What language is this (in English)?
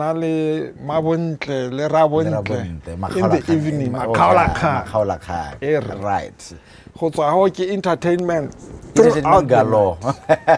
Tswana